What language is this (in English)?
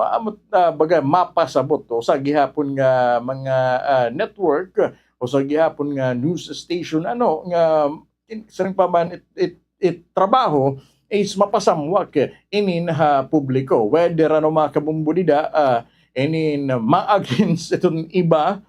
Waray